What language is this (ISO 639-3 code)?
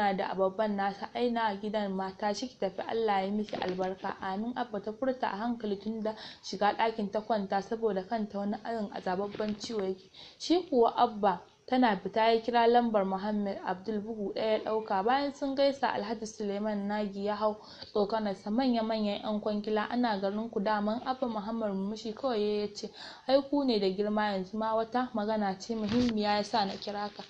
hau